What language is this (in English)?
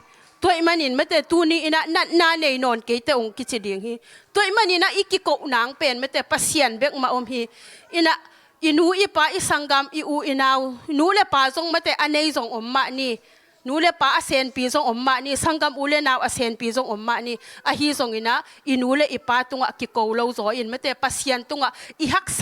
Tedim Chin